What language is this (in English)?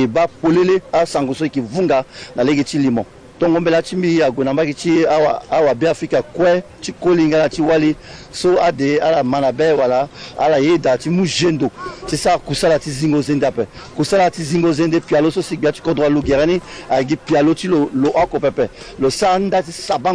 Sango